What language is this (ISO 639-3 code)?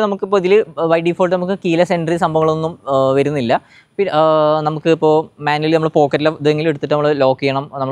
mal